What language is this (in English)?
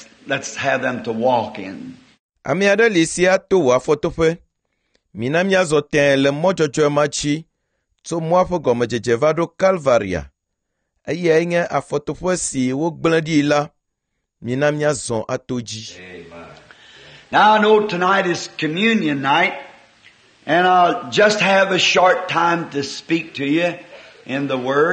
Ewe